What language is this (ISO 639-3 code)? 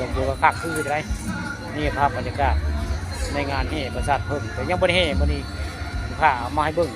tts